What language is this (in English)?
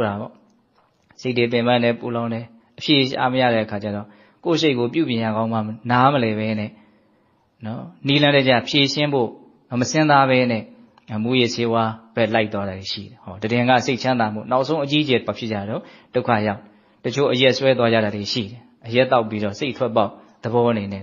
Burmese